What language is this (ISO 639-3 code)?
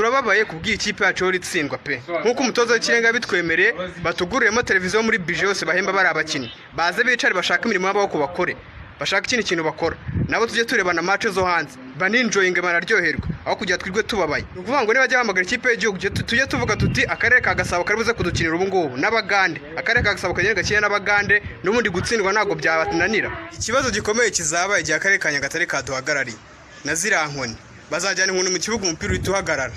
kin